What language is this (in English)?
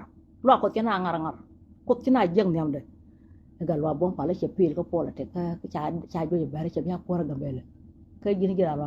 Nuer